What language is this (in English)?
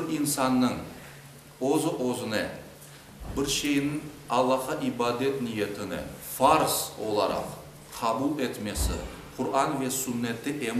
Crimean Tatar